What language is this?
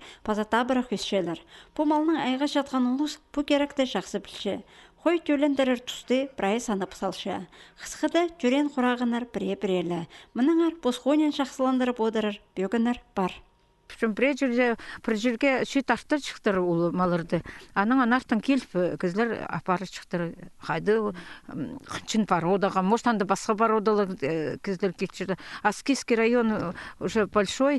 Khakas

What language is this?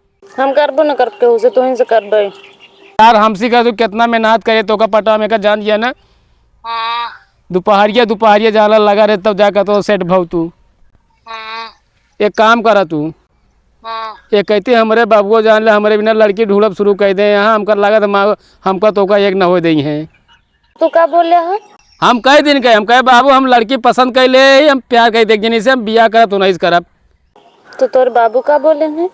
Awadhi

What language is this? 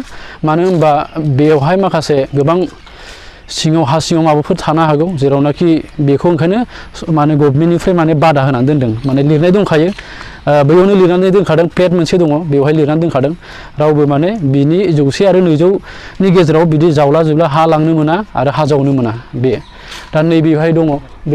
Bodo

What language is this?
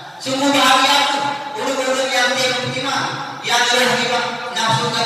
Achinese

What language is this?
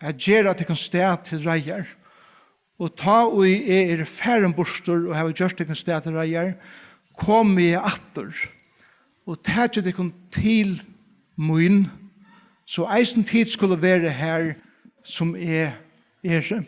Faroese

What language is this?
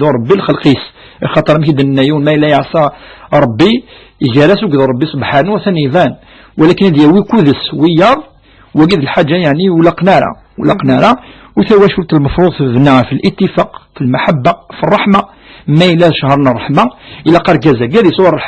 Kabyle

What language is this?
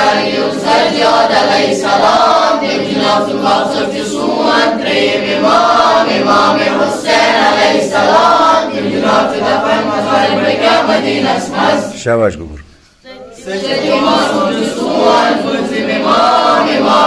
Kashmiri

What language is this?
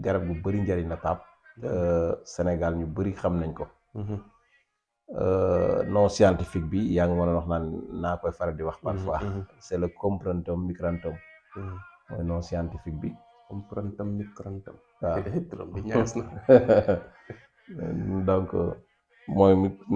Wolof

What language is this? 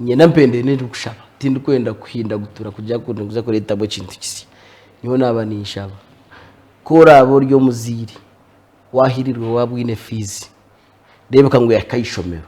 Nyankole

